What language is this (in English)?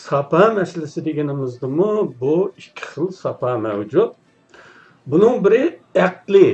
Uyghur